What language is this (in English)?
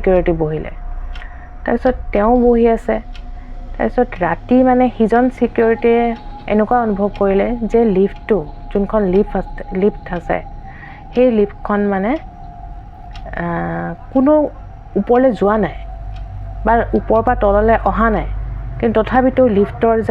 Assamese